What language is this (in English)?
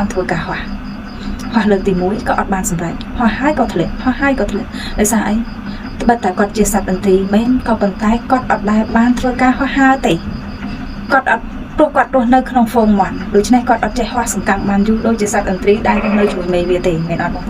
Khmer